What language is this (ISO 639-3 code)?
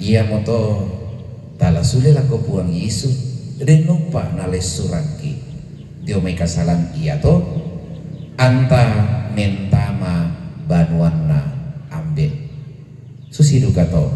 sda